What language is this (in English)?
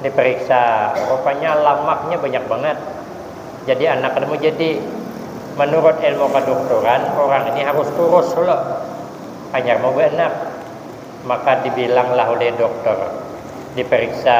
Banjar